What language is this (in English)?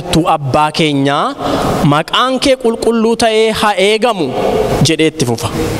Oromo